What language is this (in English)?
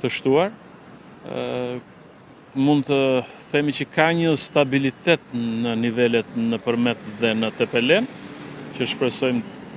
Albanian